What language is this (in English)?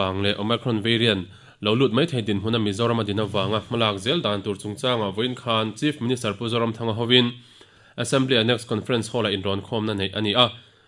Mizo